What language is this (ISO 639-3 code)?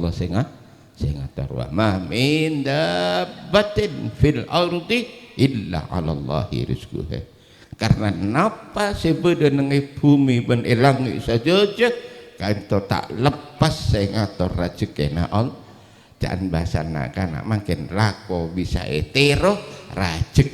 mad